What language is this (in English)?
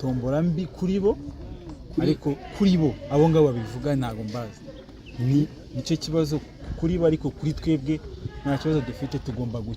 Kinyarwanda